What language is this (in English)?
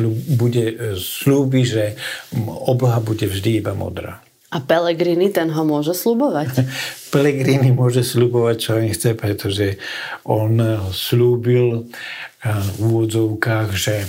Slovak